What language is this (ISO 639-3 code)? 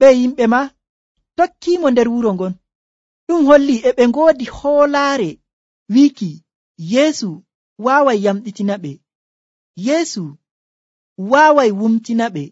fuv